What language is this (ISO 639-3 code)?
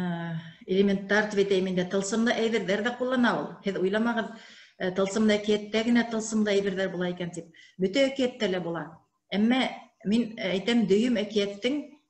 bak